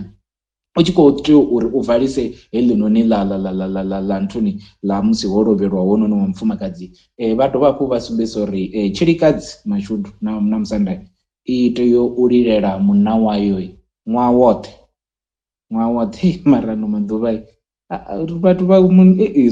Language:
Venda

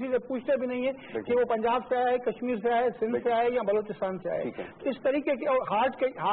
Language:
Urdu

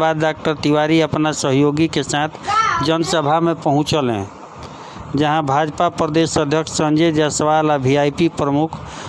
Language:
Bhojpuri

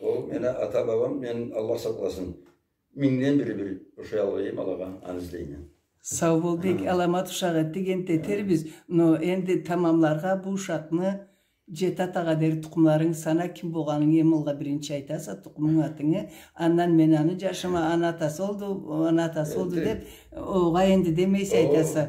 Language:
Karachay-Balkar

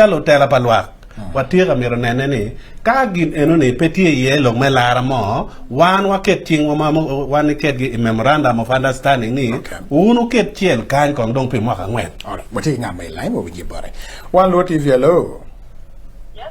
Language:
Acoli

